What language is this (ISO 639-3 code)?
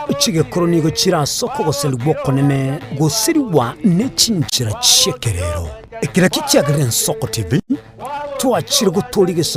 guz